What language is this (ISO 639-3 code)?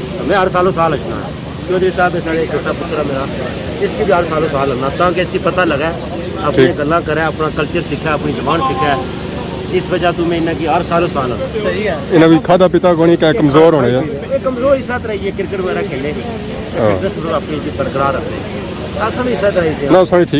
phr